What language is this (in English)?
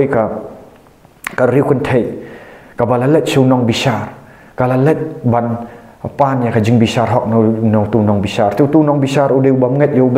Khasi